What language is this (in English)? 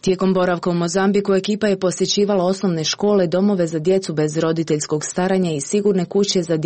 Croatian